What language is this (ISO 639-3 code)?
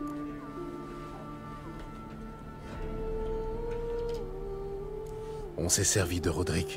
fra